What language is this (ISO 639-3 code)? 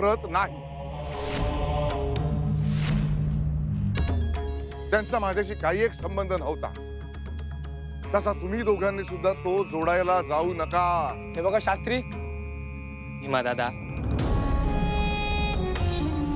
mar